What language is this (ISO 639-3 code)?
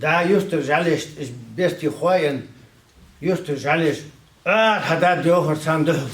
inh